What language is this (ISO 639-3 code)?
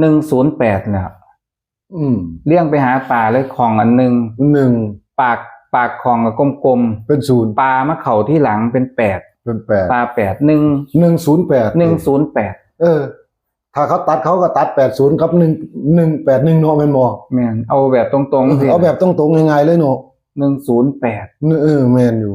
tts